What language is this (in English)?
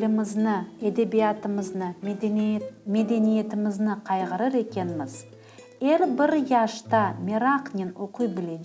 Crimean Tatar